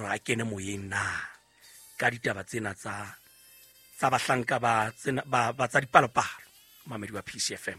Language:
Southern Sotho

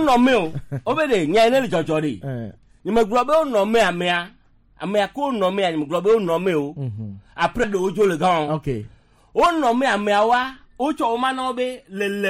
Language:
Gen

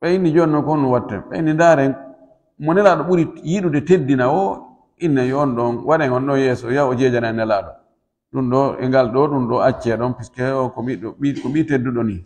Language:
Fula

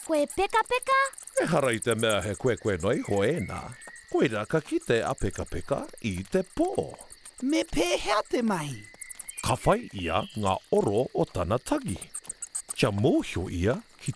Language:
Māori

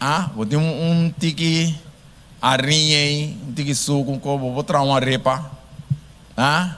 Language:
Papiamento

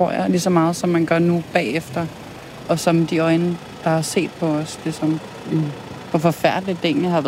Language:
Danish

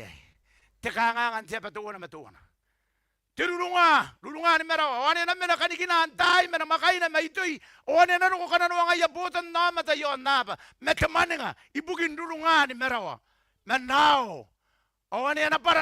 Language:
Gilbertese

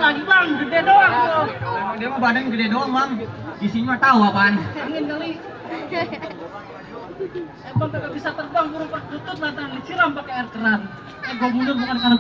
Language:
Betawi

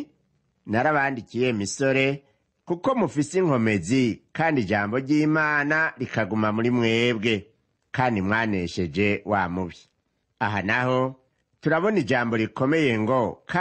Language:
Rundi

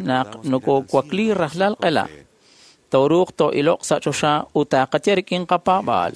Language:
Kekchí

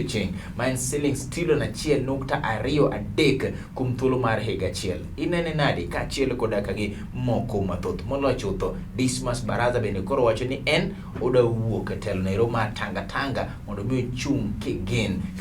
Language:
Luo (Kenya and Tanzania)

